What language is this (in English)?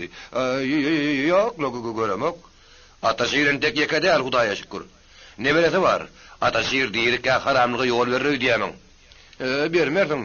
Turkmen